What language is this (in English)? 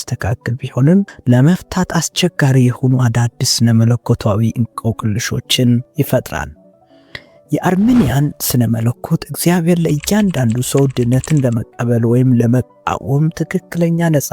Amharic